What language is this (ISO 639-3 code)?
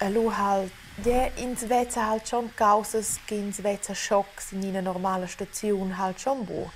roh